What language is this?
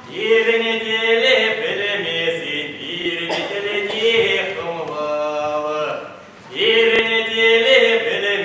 Chuvash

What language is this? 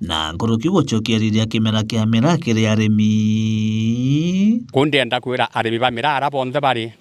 Meru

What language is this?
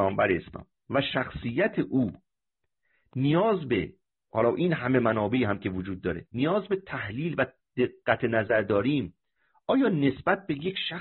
Persian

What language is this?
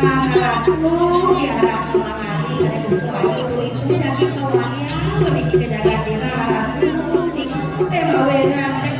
Balinese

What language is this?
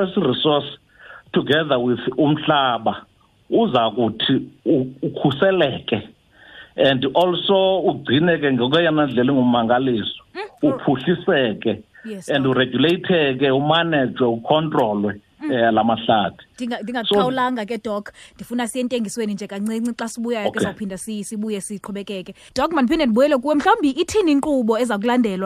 Xhosa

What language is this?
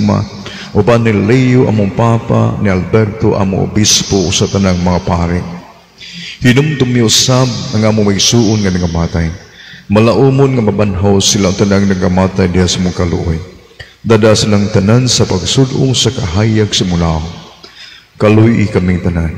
Cebuano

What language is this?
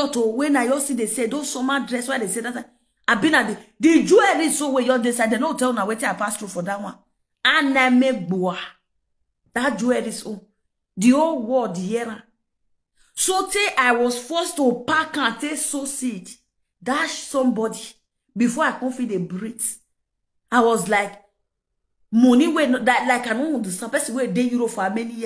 Nigerian Pidgin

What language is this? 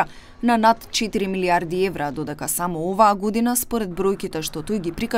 Macedonian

